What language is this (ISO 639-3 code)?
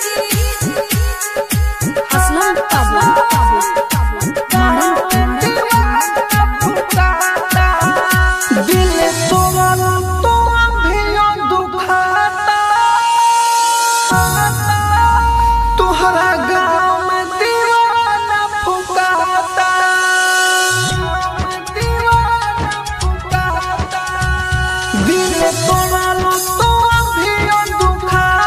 bho